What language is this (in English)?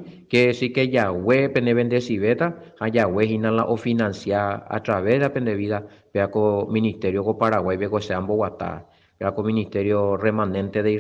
Guarani